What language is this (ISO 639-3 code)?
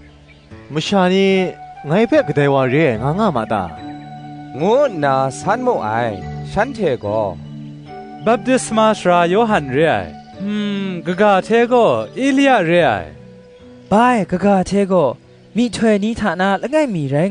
kac